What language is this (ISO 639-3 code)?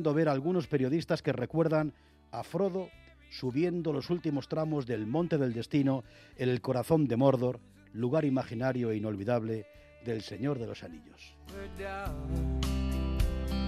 spa